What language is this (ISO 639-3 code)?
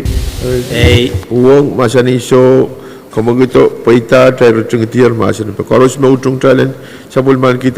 pon